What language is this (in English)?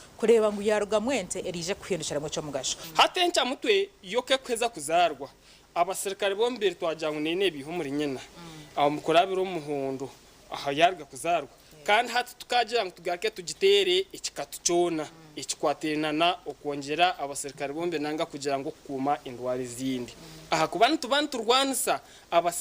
Nyankole